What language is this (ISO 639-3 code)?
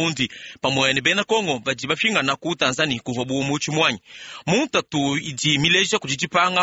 lua